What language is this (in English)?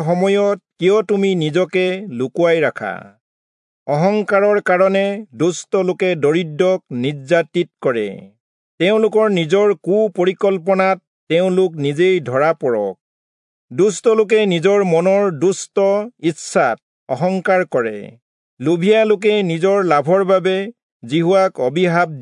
Assamese